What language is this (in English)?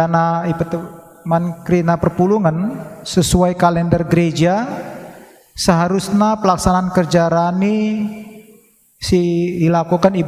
Batak Karo